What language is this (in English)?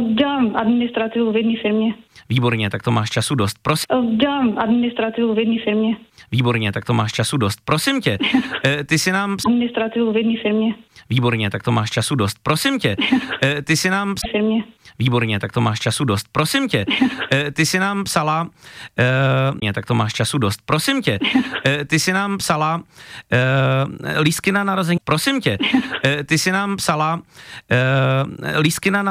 Czech